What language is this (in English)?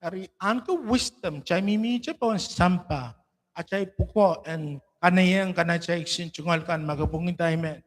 Pohnpeian